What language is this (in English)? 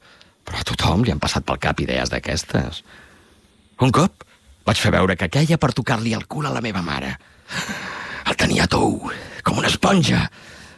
Catalan